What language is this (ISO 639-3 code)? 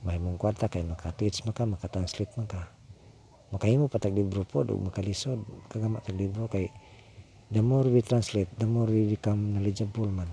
ceb